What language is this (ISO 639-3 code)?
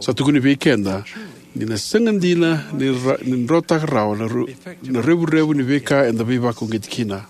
fij